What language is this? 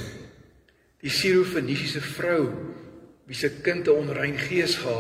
Afrikaans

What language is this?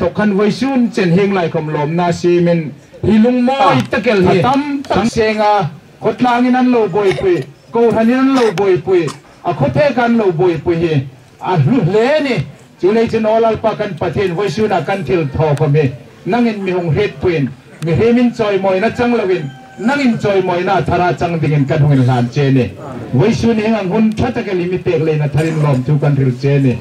Hmar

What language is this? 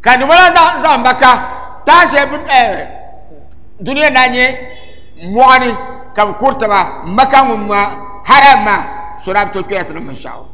Dagbani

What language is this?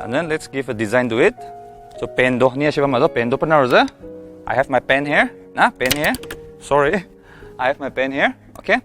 Ao Naga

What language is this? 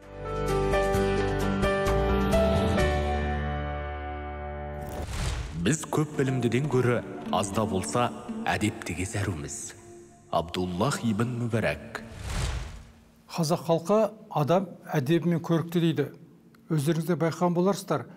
Kazakh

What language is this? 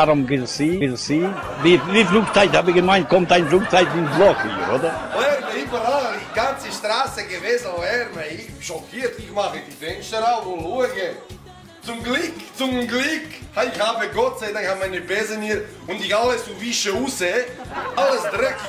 Swiss German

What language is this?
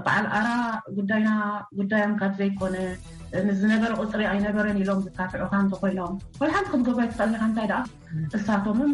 Tigrinya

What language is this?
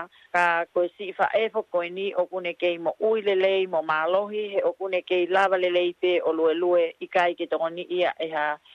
Tongan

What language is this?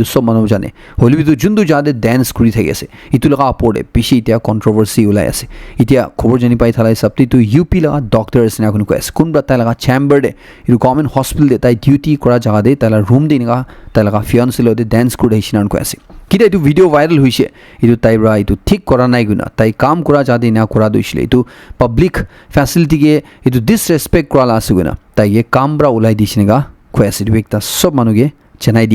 Naga Pidgin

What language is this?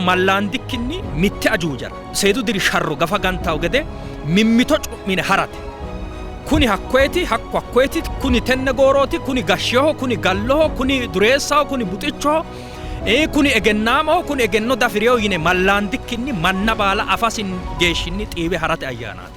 Sidamo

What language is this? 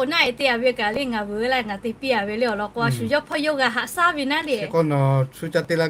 Lahu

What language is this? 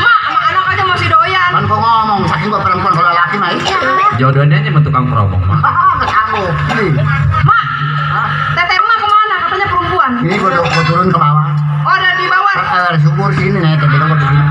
Betawi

